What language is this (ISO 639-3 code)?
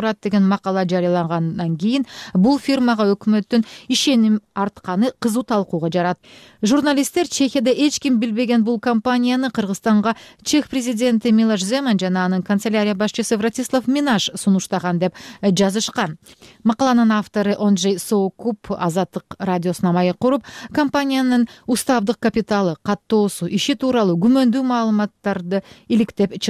kir